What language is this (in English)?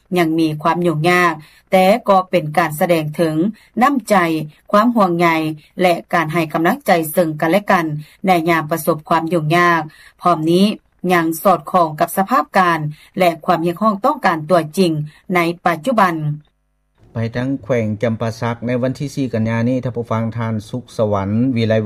Lao